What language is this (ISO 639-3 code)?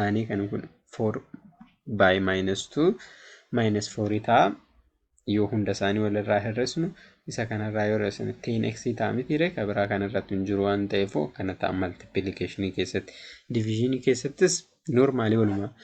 orm